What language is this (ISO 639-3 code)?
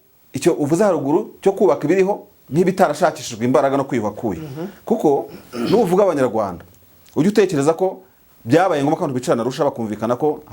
kin